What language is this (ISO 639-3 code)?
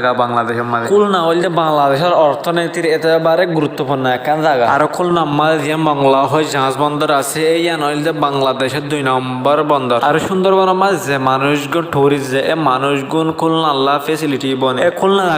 rhg